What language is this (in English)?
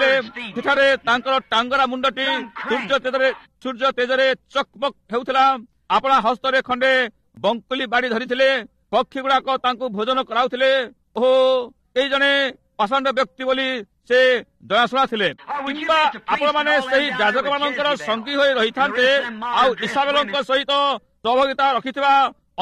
Odia